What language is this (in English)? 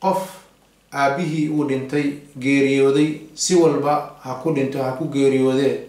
Somali